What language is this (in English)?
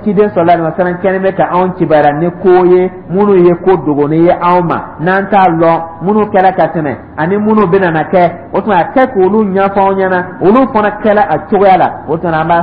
Dyula